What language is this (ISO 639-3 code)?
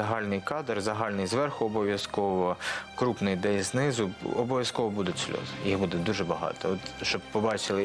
ukr